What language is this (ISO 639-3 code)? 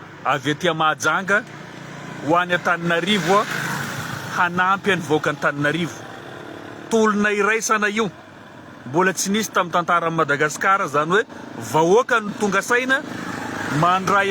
mlg